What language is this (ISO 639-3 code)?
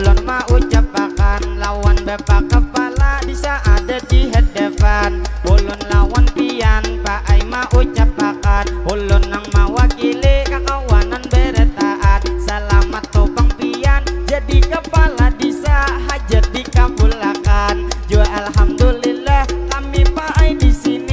bjn